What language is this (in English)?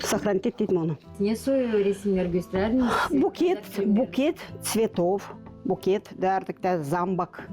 Gagauz